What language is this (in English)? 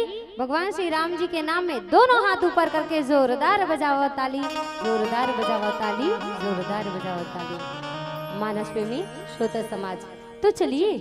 Chhattisgarhi